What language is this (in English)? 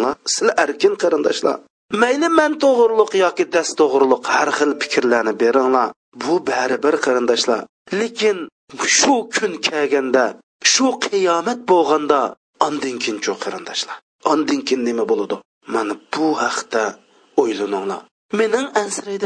Uyghur